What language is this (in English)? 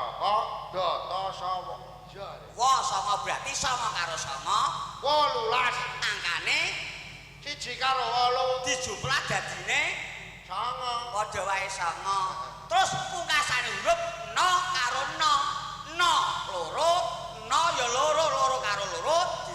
Javanese